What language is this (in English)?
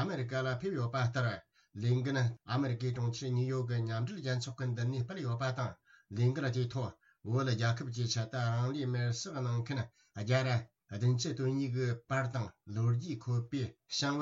Tibetan